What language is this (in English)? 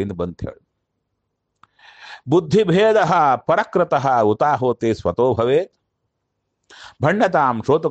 Kannada